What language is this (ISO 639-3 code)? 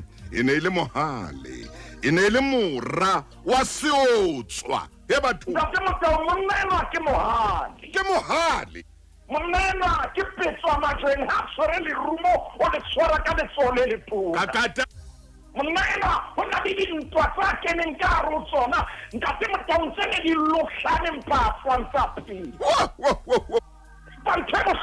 sot